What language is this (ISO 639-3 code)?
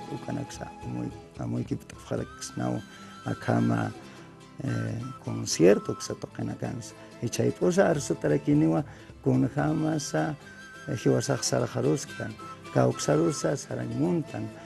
aym